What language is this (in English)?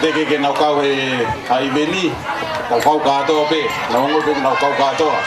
Tongan